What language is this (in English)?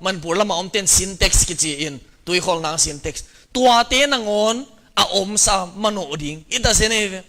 Tedim Chin